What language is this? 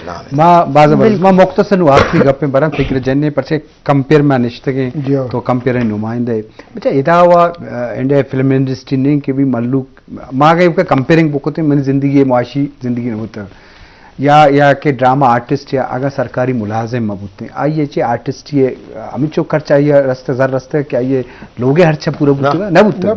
Eastern Balochi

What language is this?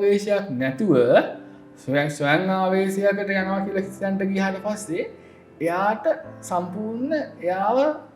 Sinhala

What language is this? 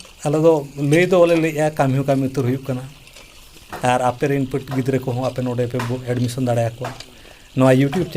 Santali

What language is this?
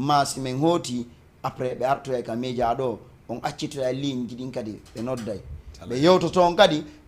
Fula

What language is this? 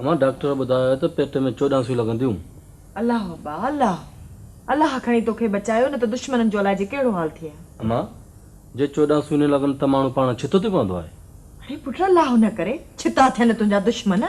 Sindhi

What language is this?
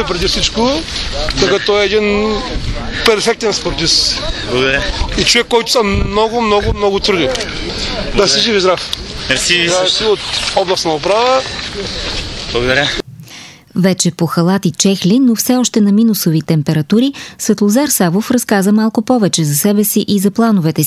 Bulgarian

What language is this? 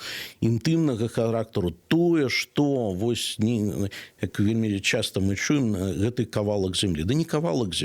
Belarusian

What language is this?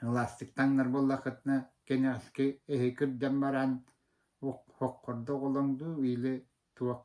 Yakut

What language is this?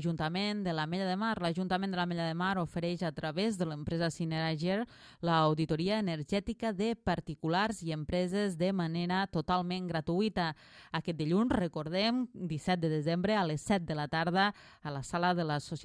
Catalan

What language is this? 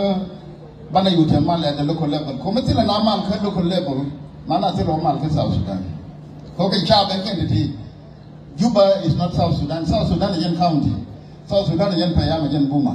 Nuer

